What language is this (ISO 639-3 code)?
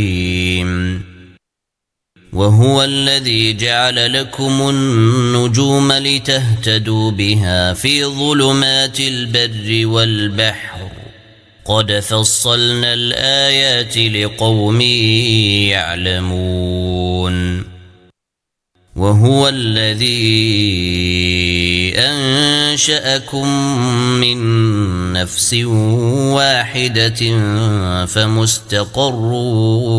ara